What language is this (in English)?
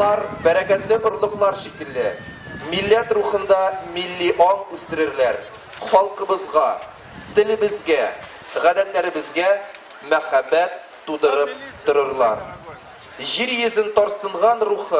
Tatar